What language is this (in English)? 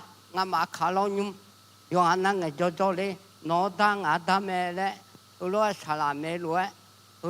Akha